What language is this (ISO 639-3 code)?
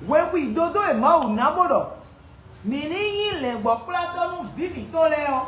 fon